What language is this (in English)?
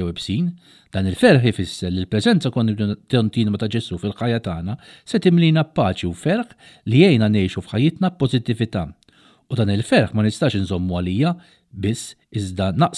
Maltese